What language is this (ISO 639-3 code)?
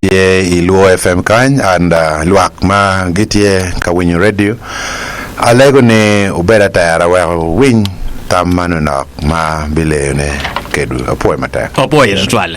ach